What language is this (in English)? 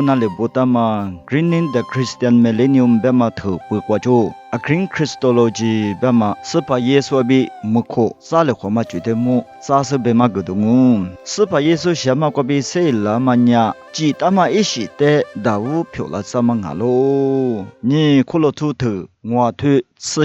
Lisu